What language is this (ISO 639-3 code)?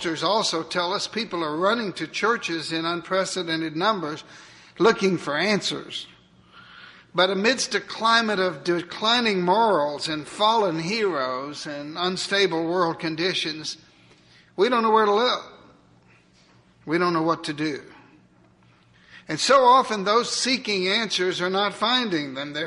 eng